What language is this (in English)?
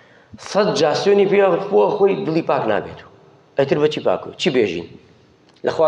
Central Kurdish